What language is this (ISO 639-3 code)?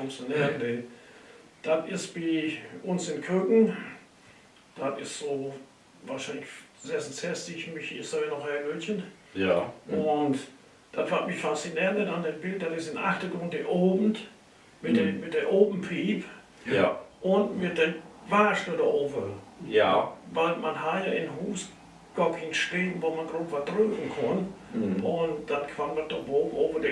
nds